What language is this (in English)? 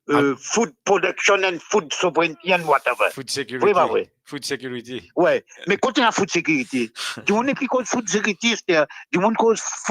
Morisyen